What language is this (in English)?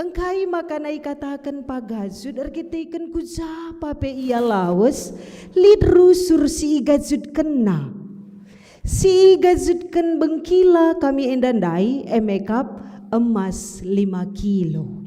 Batak Karo